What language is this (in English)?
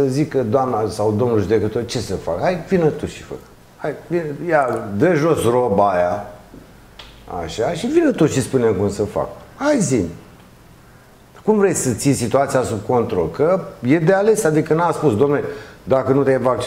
Romanian